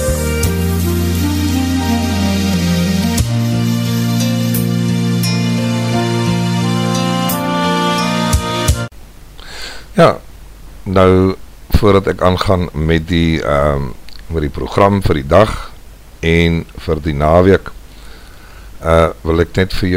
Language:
Afrikaans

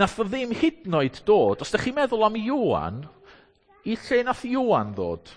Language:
Welsh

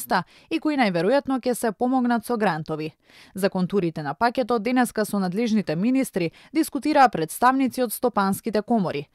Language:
Macedonian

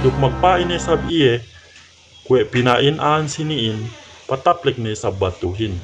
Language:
Yakan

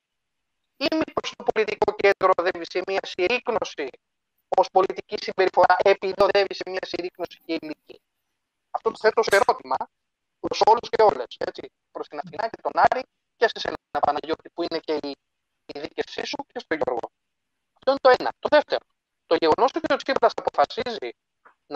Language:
Greek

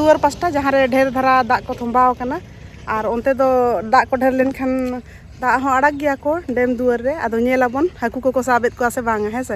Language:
Santali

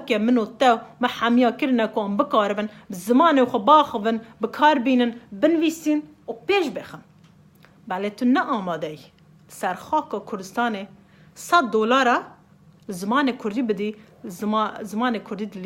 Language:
Kurdish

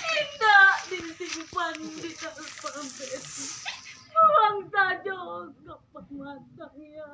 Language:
Minangkabau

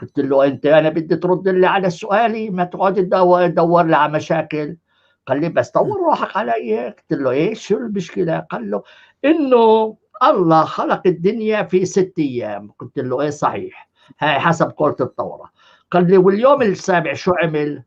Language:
North Levantine Arabic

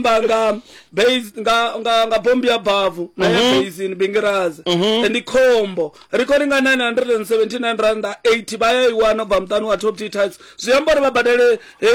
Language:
Venda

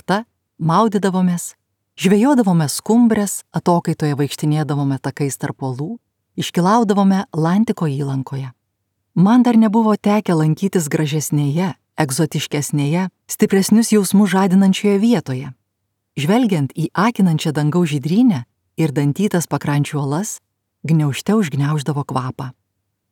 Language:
Lithuanian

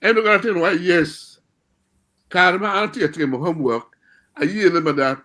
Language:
Acoli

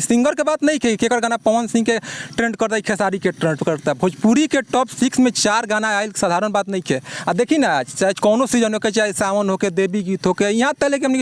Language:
Bhojpuri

